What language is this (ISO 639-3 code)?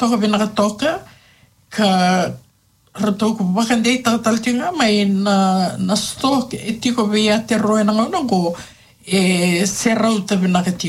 fij